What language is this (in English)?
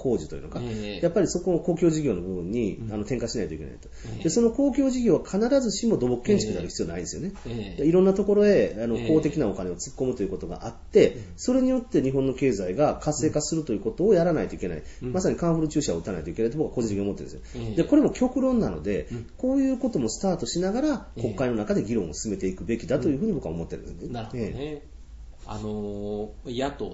Japanese